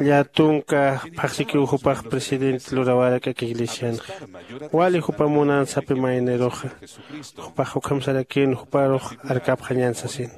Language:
Aymara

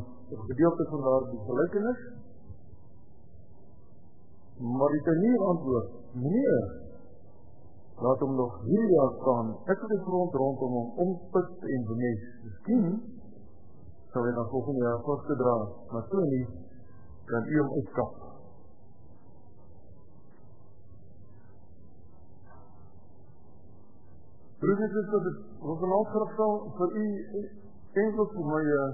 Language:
Afrikaans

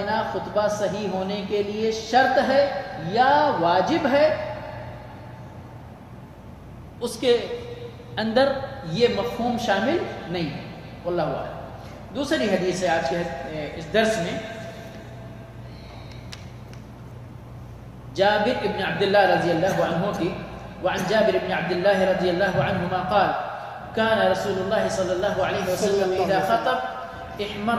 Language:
Urdu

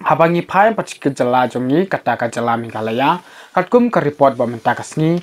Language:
Khasi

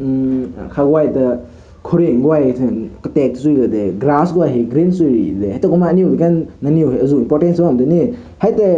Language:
Rongmei Naga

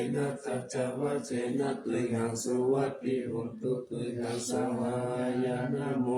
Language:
Pali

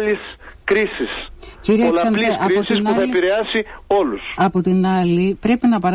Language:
Greek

